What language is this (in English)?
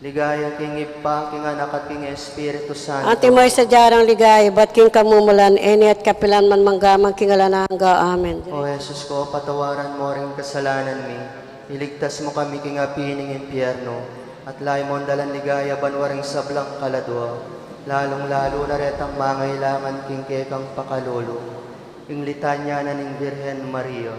Pampanga